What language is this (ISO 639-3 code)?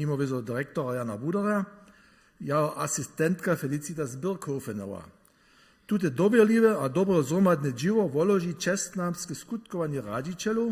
hsb